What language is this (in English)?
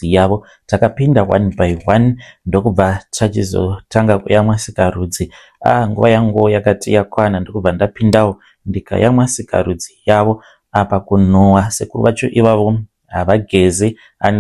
Shona